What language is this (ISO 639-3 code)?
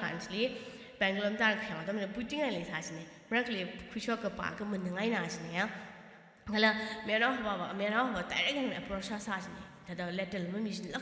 nmf